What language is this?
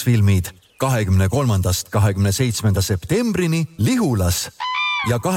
Estonian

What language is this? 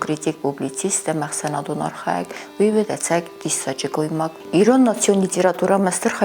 Ossetic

